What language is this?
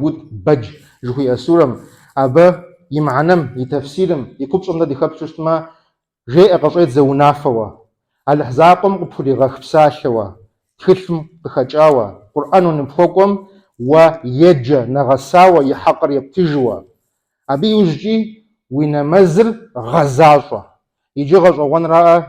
Kabardian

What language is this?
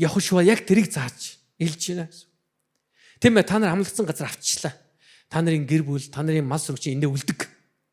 Mongolian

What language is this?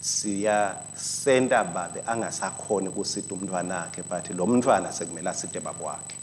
Swati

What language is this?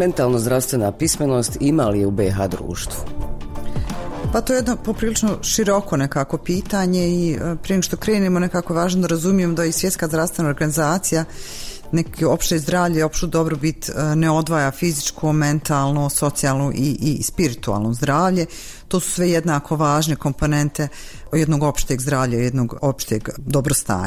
Bosnian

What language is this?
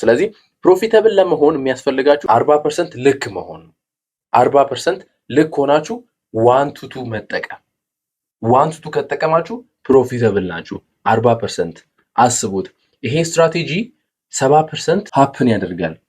Amharic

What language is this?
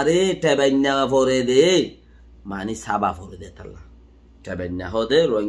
Rohingya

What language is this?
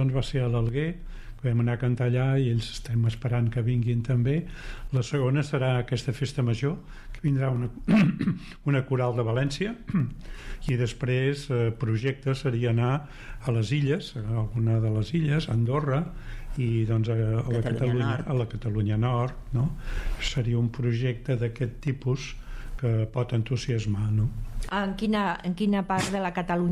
Catalan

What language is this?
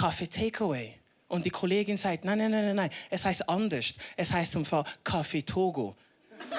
Swiss German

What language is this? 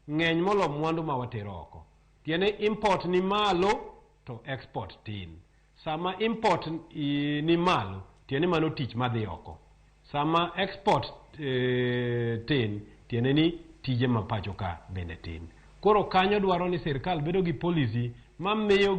Luo (Kenya and Tanzania)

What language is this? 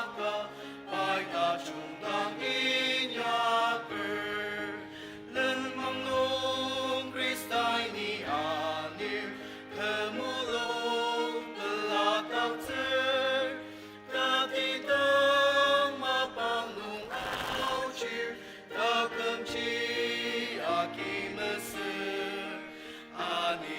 Ao Naga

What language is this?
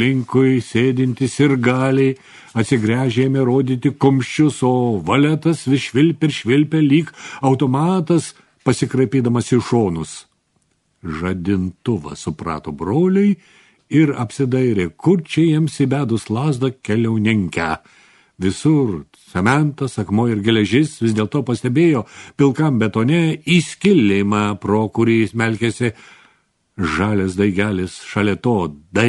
Lithuanian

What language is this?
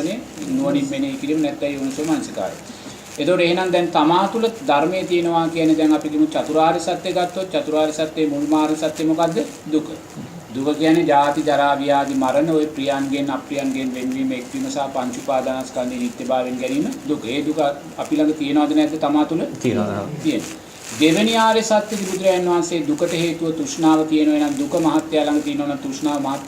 Sinhala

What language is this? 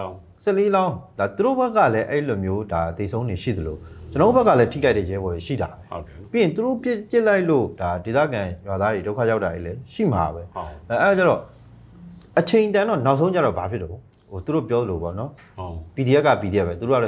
Burmese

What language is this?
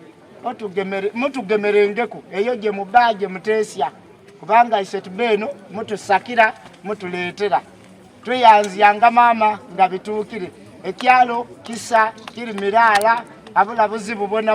Soga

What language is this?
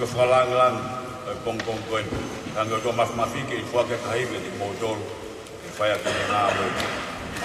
Tongan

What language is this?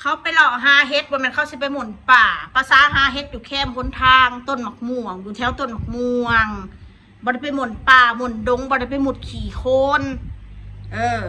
Northeastern Thai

